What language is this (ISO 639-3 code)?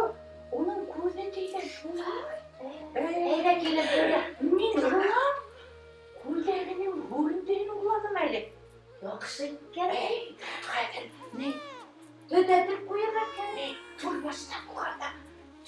bak